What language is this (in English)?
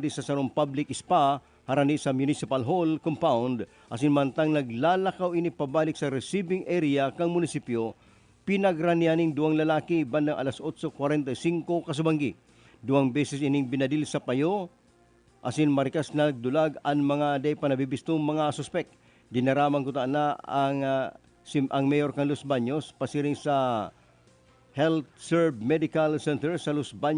Bikol